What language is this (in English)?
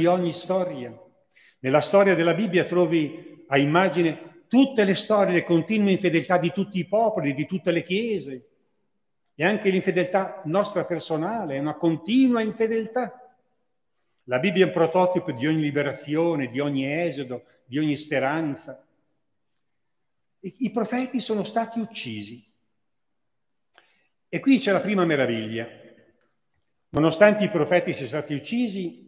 Italian